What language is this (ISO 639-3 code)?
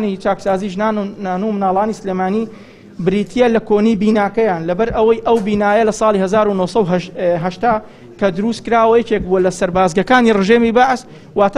ckb